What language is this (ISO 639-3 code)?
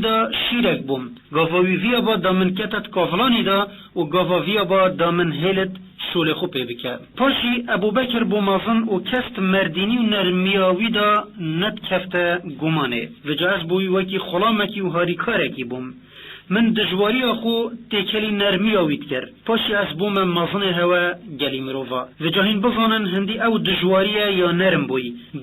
kur